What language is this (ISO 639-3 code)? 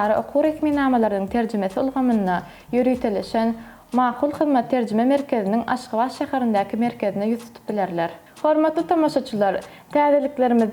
tuk